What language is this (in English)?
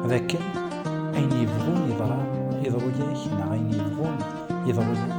Kabyle